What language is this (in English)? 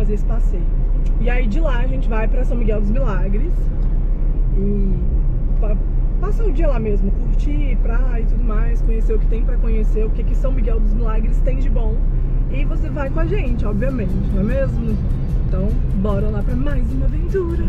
Portuguese